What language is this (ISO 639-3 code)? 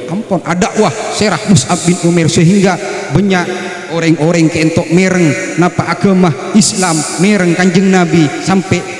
mad